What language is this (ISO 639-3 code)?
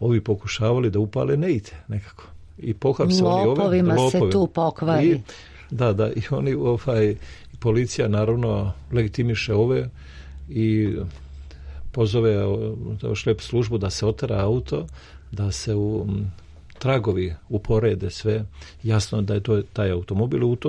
srp